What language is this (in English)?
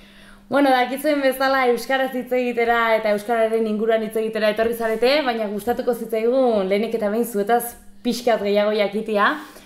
Basque